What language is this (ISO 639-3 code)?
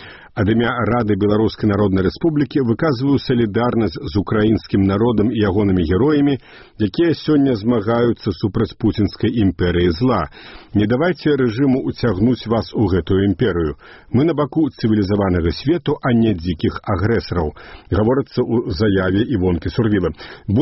bel